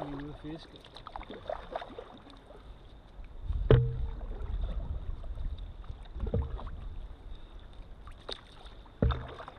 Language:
Danish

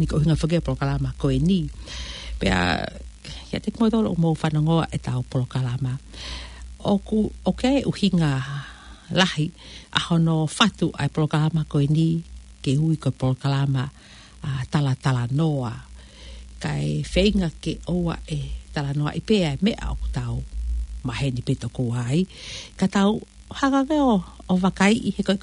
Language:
Tongan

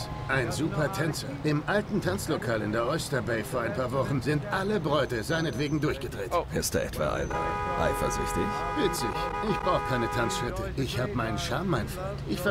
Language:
Swiss German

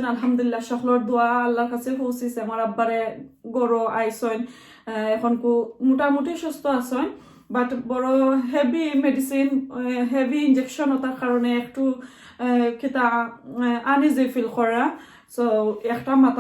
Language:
Sylheti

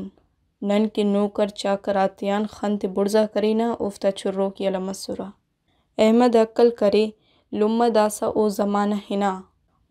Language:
Brahui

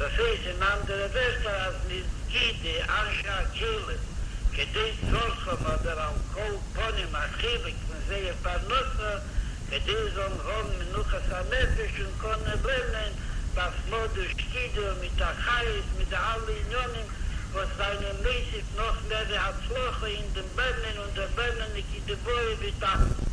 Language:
Yiddish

